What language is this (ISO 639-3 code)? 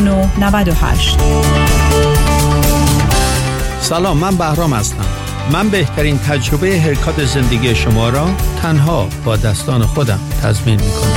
fas